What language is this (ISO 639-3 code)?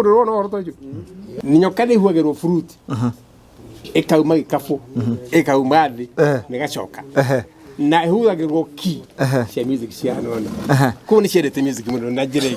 kik